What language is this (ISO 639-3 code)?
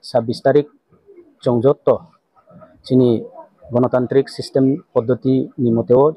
ria